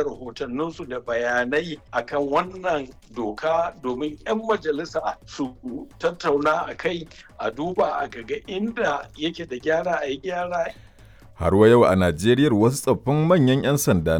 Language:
Hausa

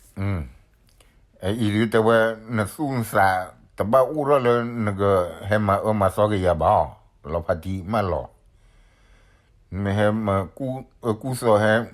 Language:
S'gaw Karen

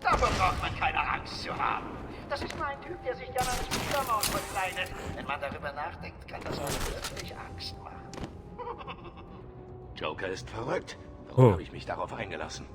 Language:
Bavarian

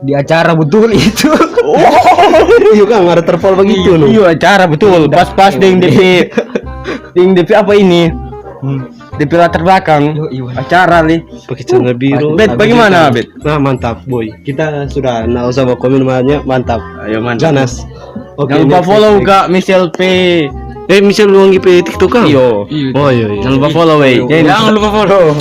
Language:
Manado Malay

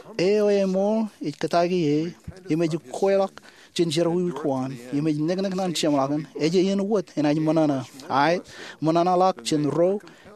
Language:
Marshallese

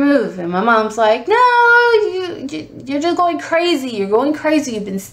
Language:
English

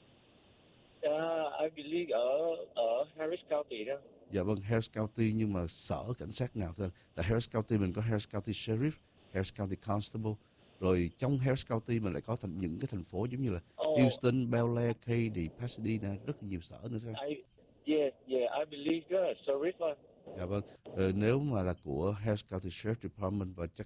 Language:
Vietnamese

